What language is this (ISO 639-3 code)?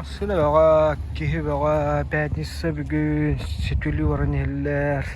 sah